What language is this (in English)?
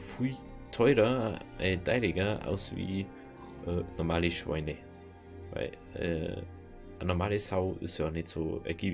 Bavarian